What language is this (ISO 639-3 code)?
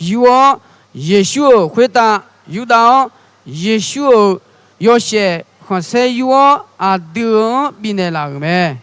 ahk